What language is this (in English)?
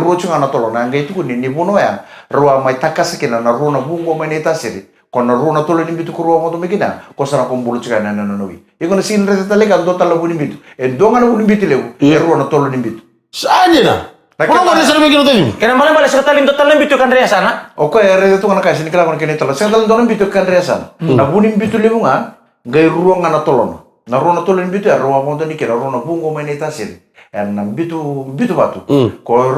Fijian